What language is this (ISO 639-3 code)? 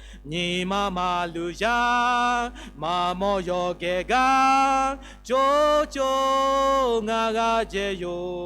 lhu